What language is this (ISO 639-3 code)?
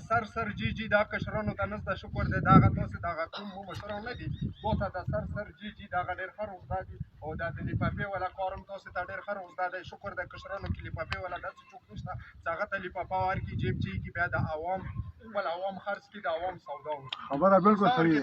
pus